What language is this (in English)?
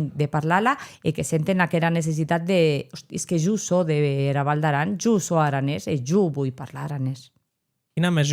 Occitan